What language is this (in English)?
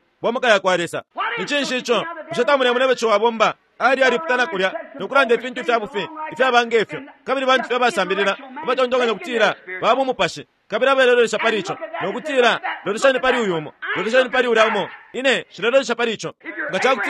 Bemba